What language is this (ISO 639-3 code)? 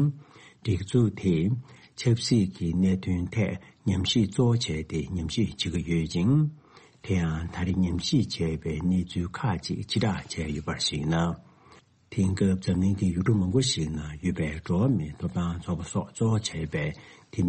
bod